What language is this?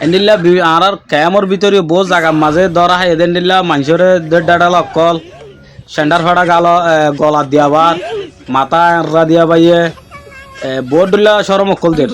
Rohingya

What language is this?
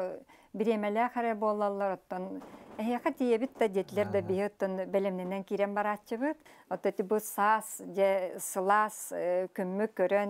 Yakut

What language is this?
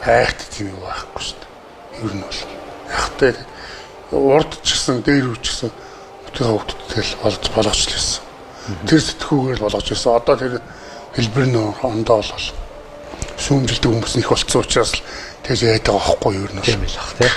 Mongolian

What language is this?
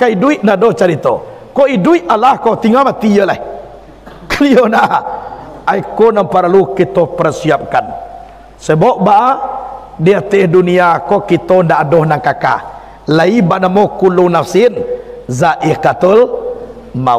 Minangkabau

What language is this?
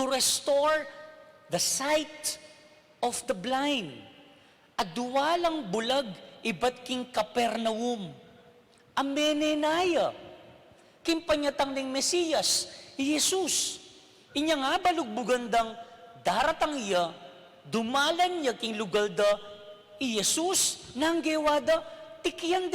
Pampanga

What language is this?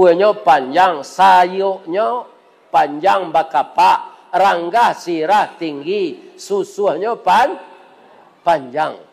Minangkabau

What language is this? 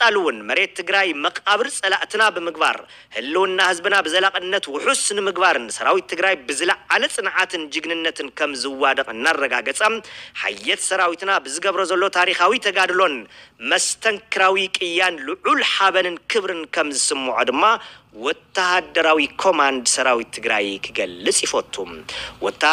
Tigrinya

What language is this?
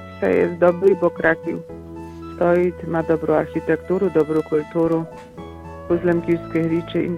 Polish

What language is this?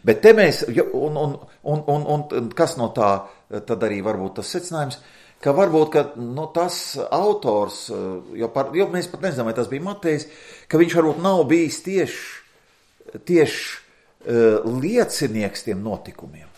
Latvian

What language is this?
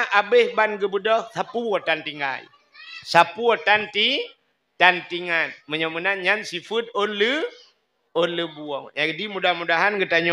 Achinese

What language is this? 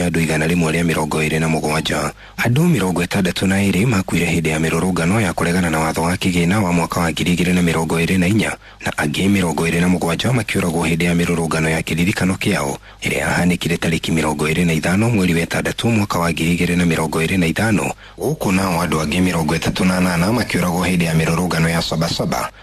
Kikuyu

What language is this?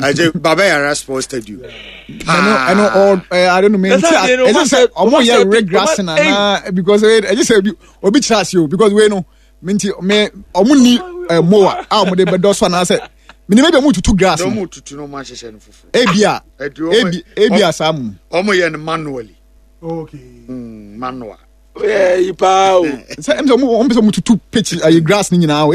Akan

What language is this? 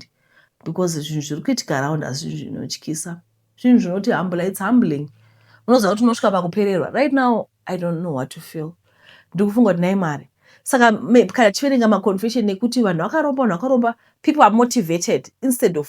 Shona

